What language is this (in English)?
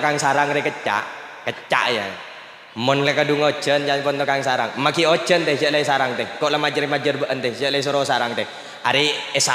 Madurese